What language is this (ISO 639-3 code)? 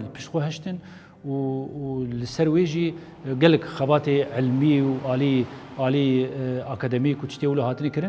kur